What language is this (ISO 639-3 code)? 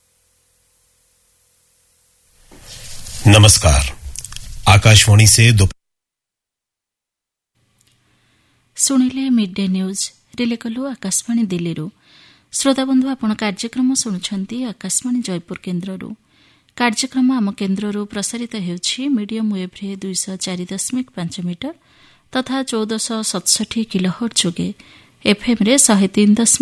ori